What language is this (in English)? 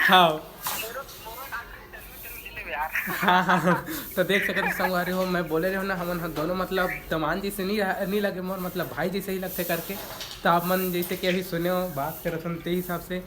Chhattisgarhi